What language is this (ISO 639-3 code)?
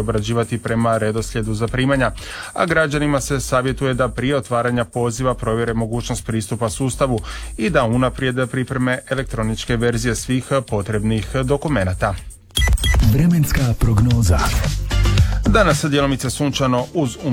hrv